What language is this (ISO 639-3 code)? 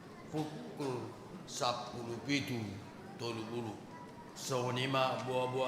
bbc